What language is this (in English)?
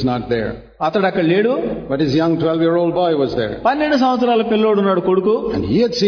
Telugu